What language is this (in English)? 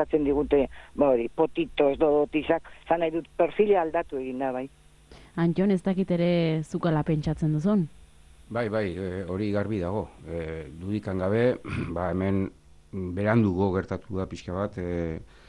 Basque